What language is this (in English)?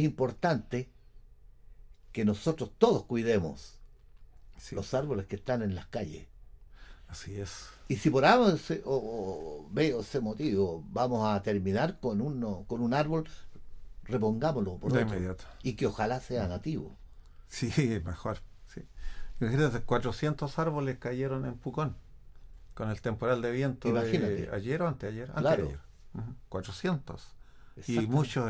Spanish